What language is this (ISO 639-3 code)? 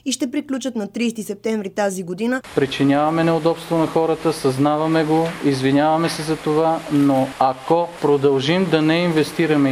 bul